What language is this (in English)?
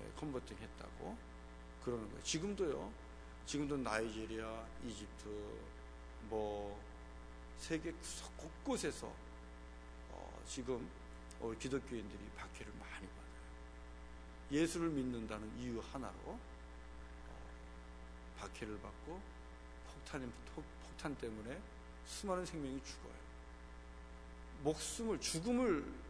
Korean